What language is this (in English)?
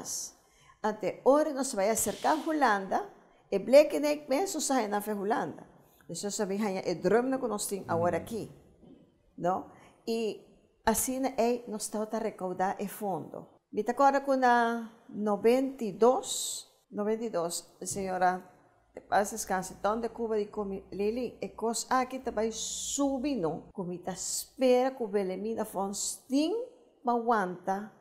Papiamento